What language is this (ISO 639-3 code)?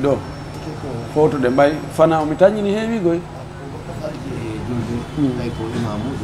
fuf